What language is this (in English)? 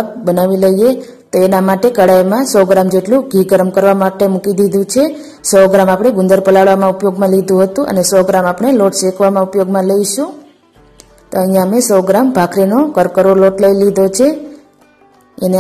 Gujarati